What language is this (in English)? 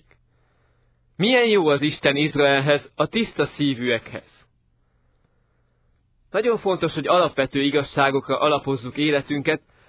Hungarian